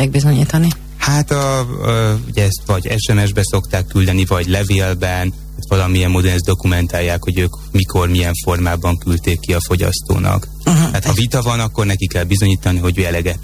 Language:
Hungarian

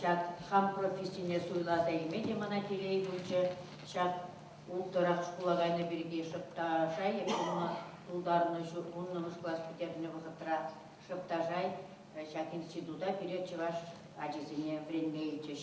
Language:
Chuvash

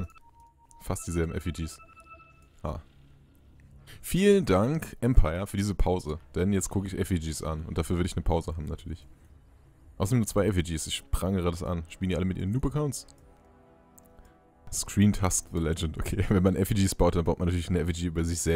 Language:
German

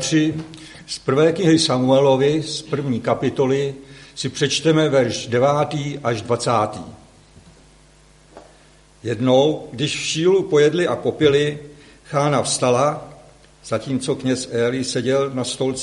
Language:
Czech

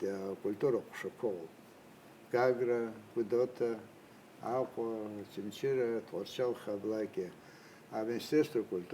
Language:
Abkhazian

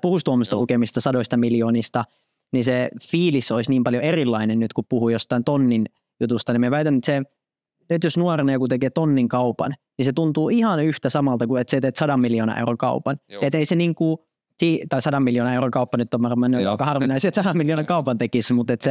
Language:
Finnish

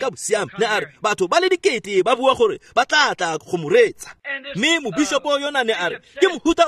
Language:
Tswana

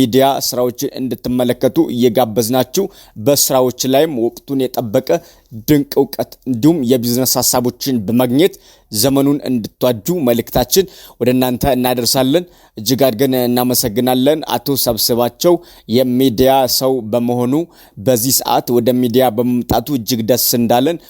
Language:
Amharic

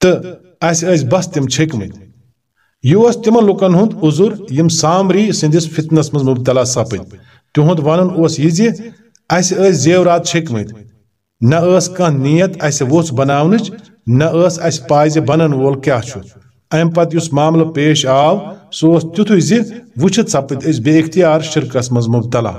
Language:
Kashmiri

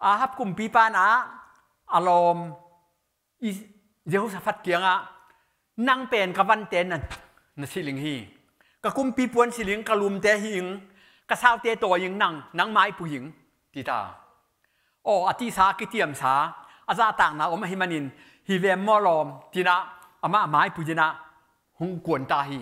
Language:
Tedim Chin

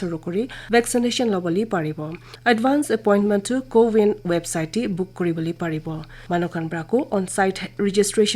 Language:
Naga Pidgin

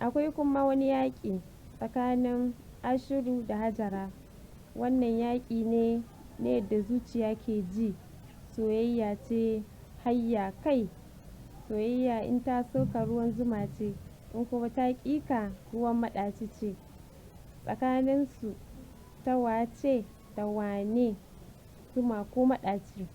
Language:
Hausa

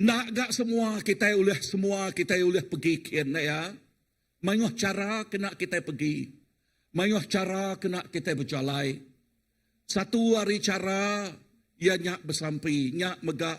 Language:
Iban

